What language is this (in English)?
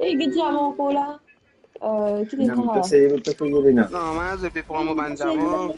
Morisyen